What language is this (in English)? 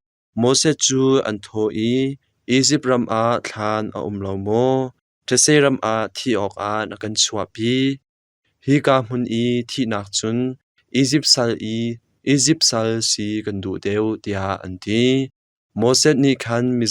Hakha Chin